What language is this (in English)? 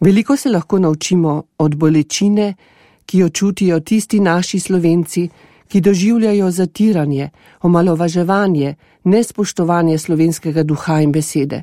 Slovenian